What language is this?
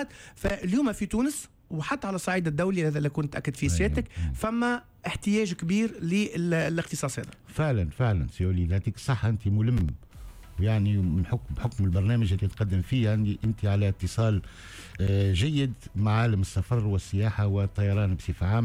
Tunisian Arabic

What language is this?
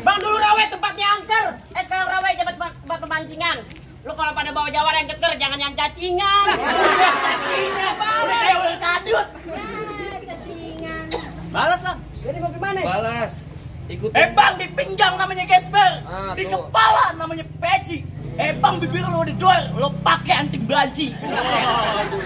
Betawi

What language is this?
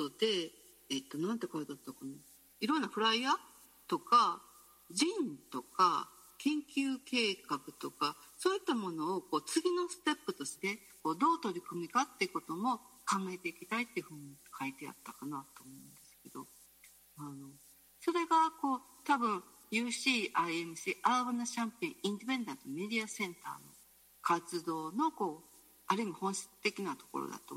Japanese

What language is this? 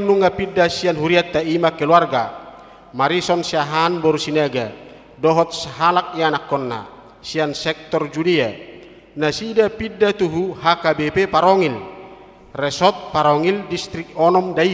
Batak Toba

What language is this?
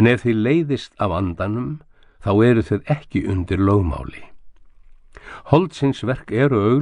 Icelandic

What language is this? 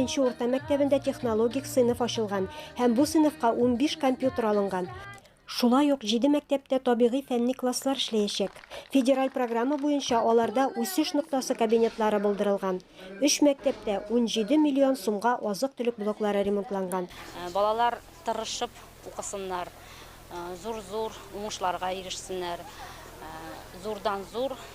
Tatar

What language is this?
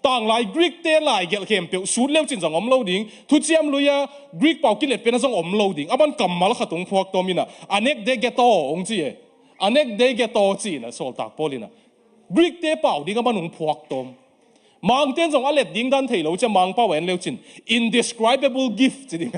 Tedim Chin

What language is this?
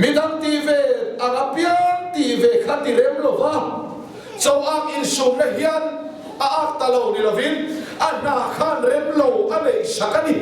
Mizo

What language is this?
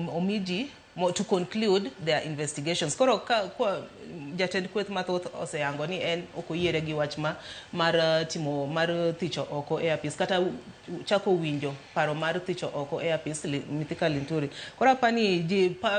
Luo (Kenya and Tanzania)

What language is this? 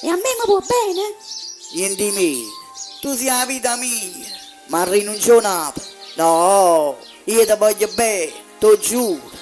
Neapolitan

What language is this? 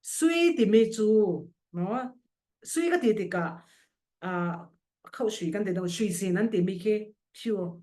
Falam Chin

